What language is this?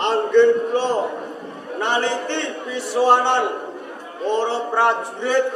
Javanese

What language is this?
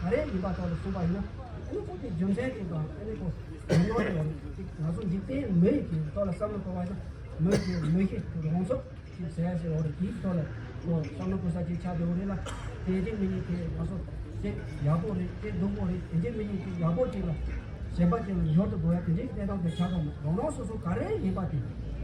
Tibetan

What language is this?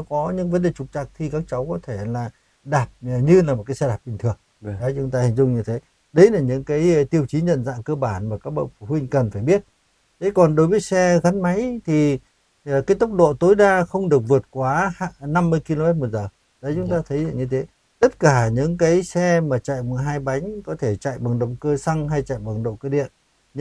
Vietnamese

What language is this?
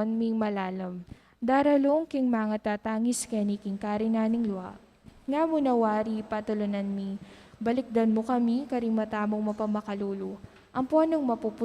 Pampanga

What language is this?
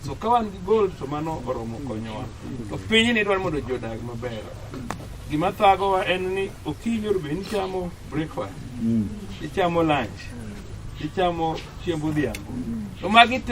Luo (Kenya and Tanzania)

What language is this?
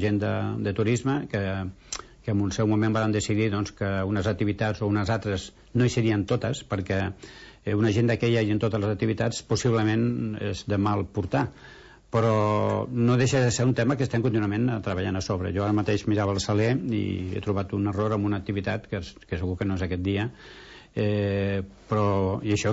Catalan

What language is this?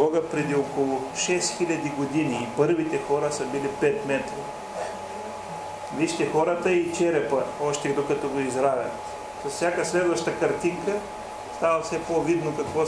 Bulgarian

